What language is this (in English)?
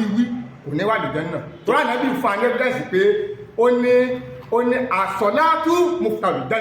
Yoruba